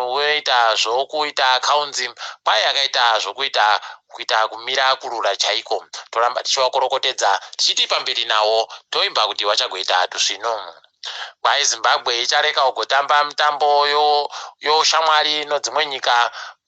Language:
Ndau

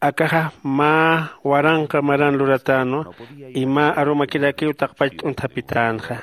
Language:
Aymara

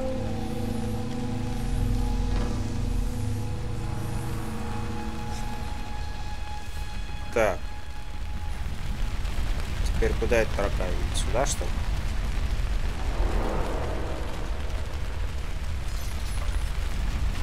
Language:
Russian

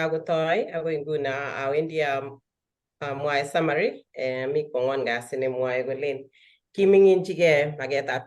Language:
Kalenjin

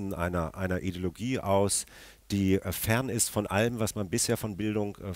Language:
German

